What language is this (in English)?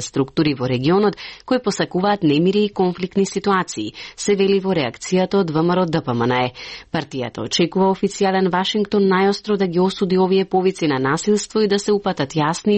Macedonian